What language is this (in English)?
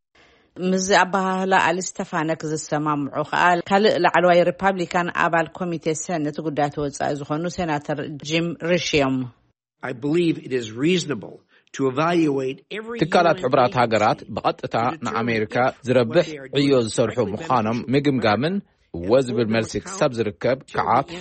Tigrinya